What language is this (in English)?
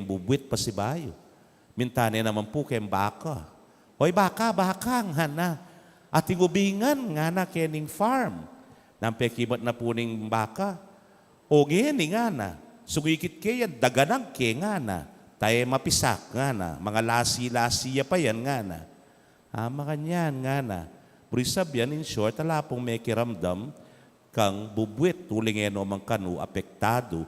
Pampanga